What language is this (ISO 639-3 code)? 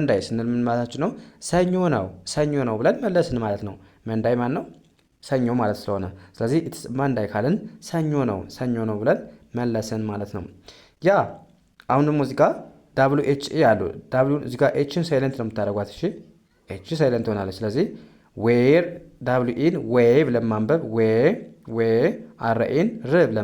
amh